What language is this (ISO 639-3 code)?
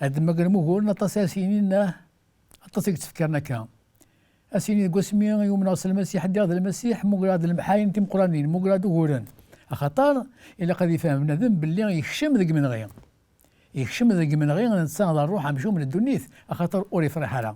kab